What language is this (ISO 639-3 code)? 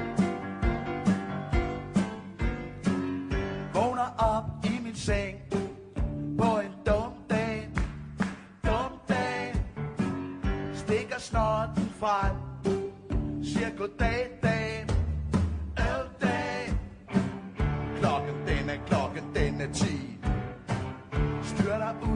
dan